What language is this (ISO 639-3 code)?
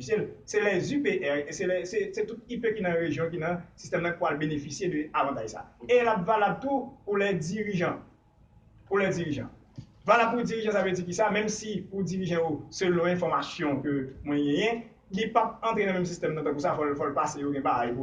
hat